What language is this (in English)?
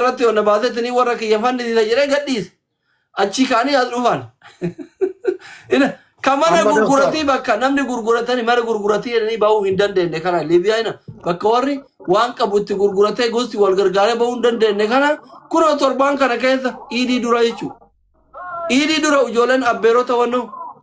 Oromo